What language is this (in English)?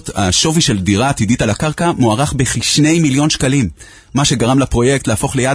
Hebrew